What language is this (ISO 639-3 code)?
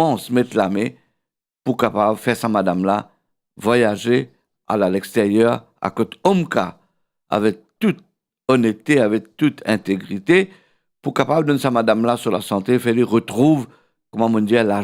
mfe